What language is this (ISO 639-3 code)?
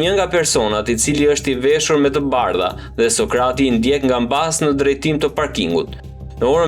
sqi